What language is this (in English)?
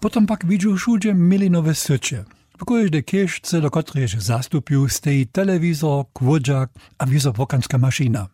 Upper Sorbian